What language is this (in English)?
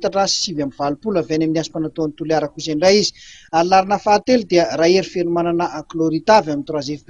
Malagasy